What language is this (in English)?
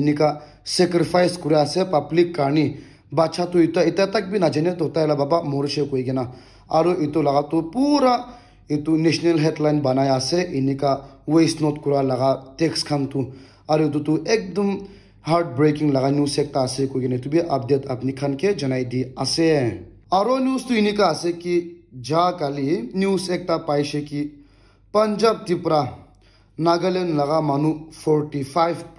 Naga Pidgin